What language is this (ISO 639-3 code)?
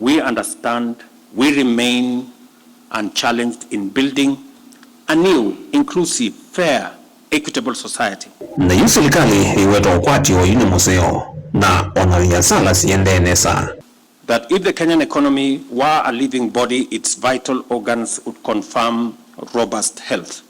kam